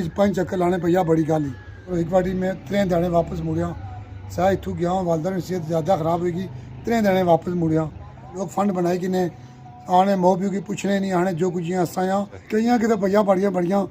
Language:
Pahari-Potwari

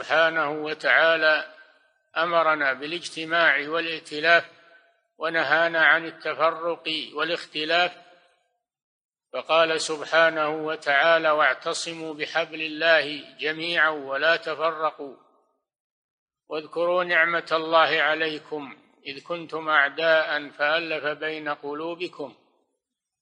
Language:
Arabic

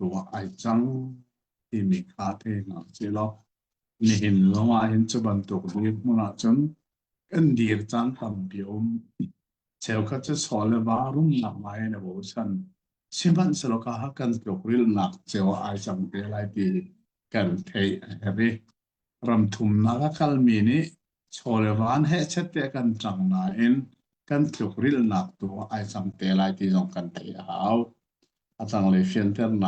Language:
Hakha Chin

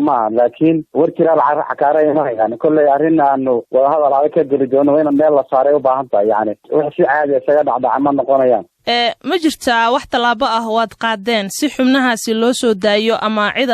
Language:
Somali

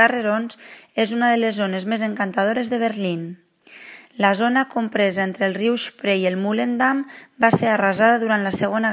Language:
Catalan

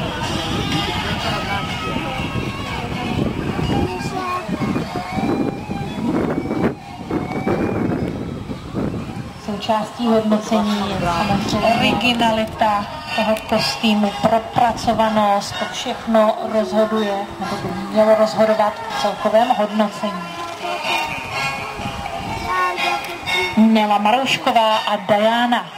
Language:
Czech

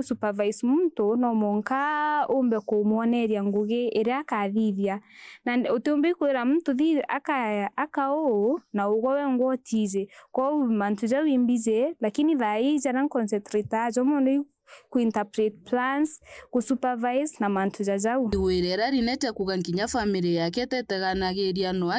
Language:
Meru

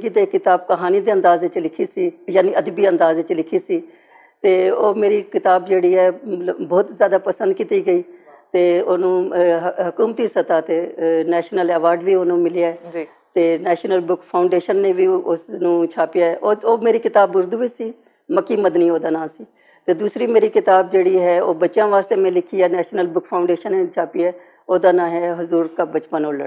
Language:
Western Panjabi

